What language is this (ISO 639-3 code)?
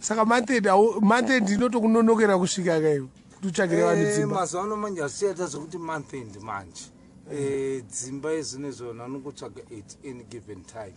sna